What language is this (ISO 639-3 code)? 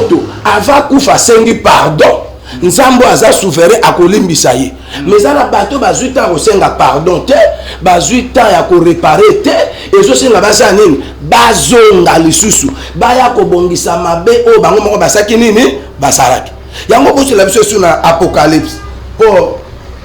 lin